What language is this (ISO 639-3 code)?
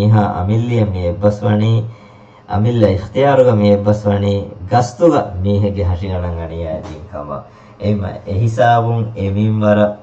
div